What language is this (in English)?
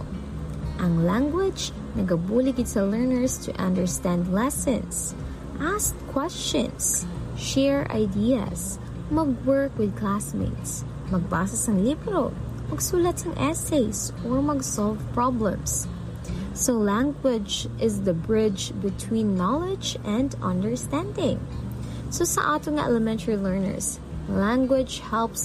Hiligaynon